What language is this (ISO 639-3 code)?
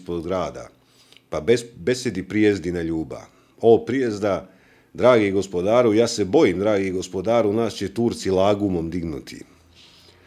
srp